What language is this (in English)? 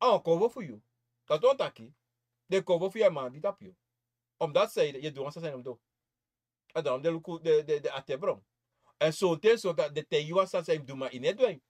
Sranan Tongo